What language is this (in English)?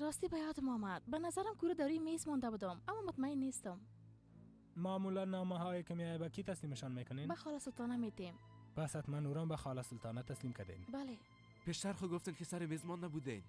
Persian